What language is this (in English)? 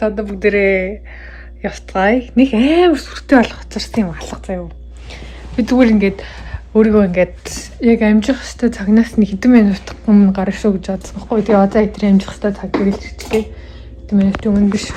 Mongolian